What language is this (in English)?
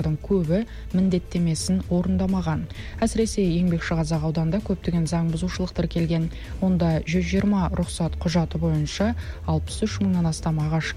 Kazakh